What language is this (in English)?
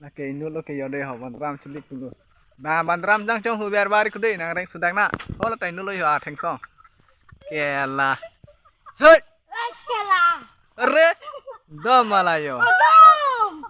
Karbi